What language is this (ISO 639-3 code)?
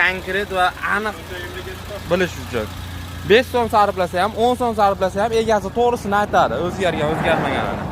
uzb